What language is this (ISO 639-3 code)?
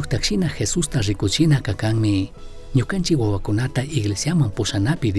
qug